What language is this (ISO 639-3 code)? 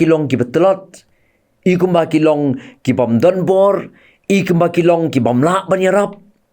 kha